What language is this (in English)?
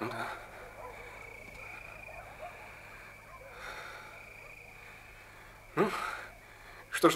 Russian